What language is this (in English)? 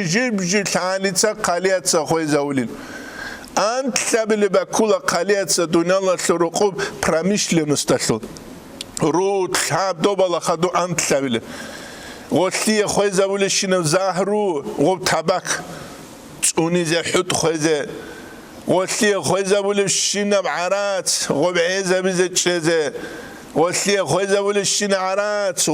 Avaric